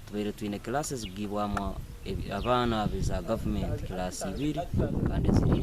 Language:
Nyankole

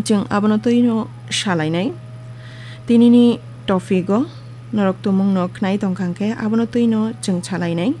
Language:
Kok Borok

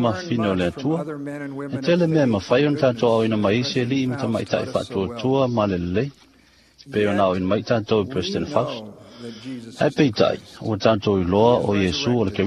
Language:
Samoan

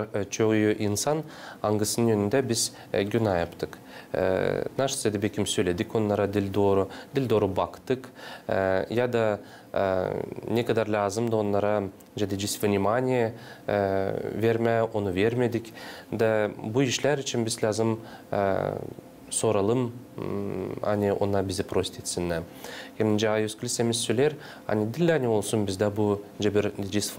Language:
Gagauz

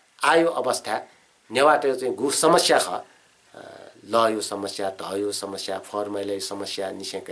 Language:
Newari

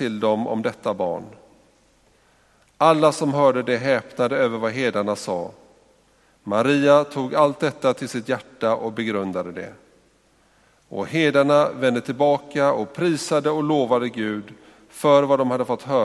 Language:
Swedish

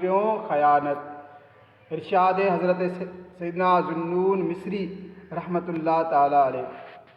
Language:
Sindhi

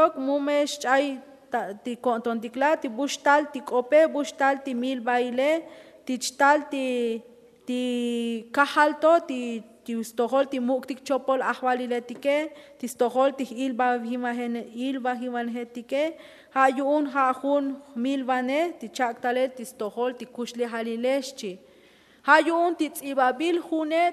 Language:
Tzotzil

